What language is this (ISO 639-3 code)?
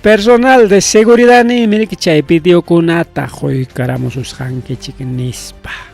quy